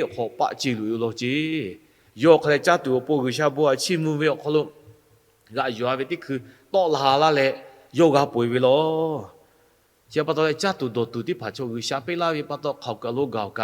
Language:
Lahu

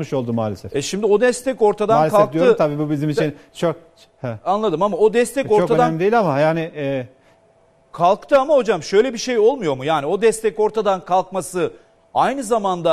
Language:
Turkish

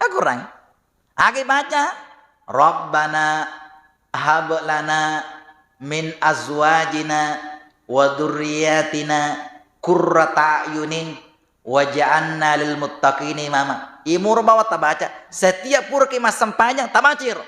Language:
Buginese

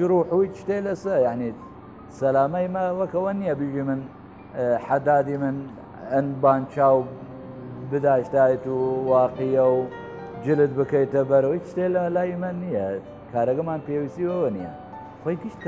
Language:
Southern Kurdish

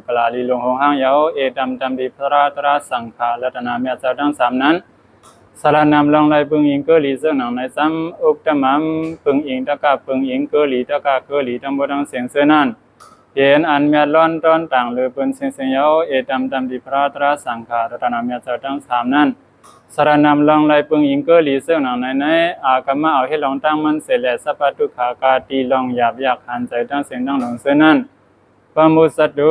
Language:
Shan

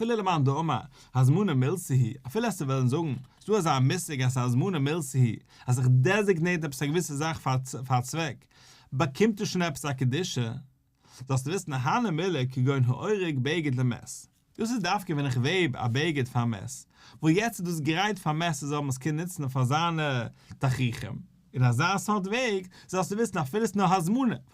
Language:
Yiddish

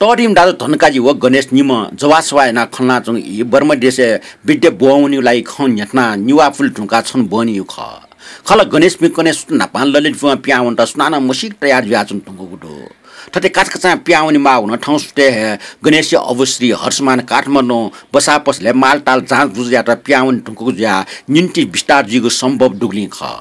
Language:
Newari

